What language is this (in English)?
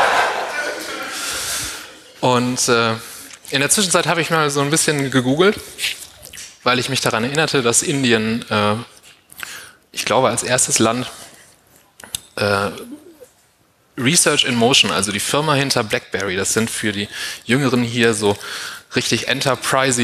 German